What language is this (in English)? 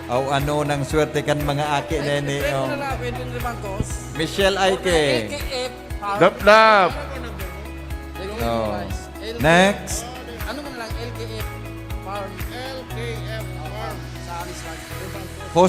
Bikol